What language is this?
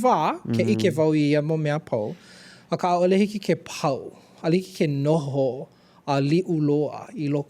Hawaiian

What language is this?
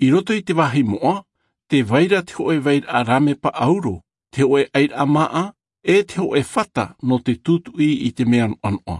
Tahitian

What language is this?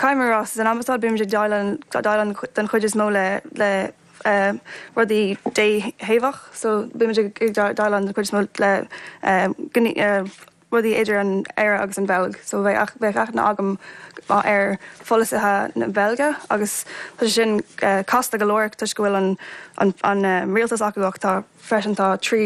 Irish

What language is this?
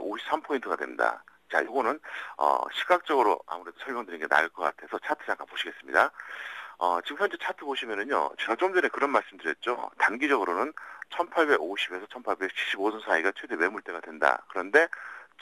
Korean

